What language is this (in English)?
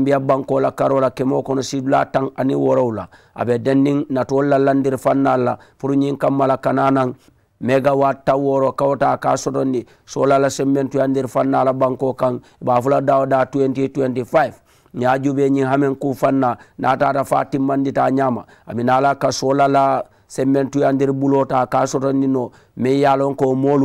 Mandingo